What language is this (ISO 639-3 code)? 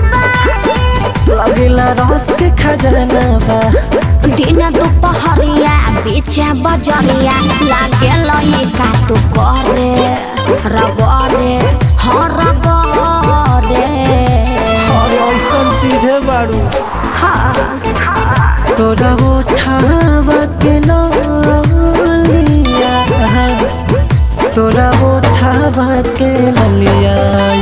bho